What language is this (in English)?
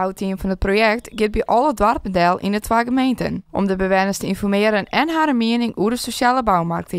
Western Frisian